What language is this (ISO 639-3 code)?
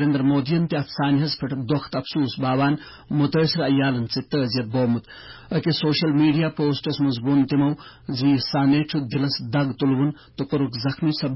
kas